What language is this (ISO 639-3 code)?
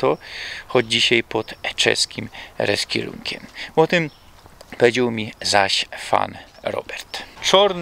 szl